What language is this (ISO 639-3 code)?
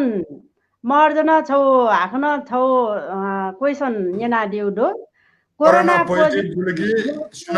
new